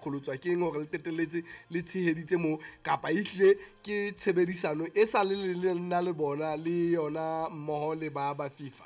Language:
Southern Sotho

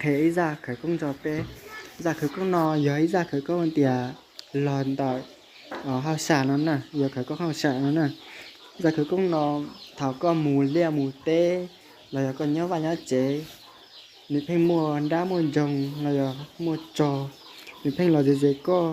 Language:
Hmong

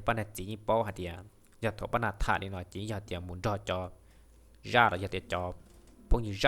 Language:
Hmong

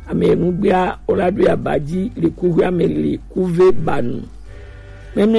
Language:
Gen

